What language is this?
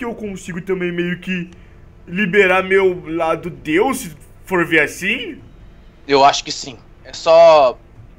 Portuguese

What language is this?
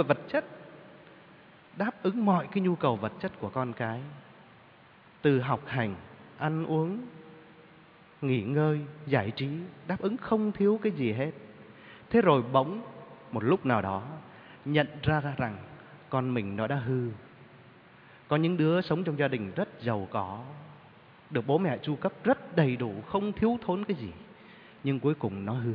Vietnamese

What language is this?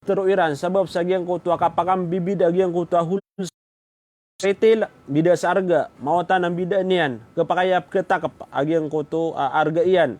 Maranao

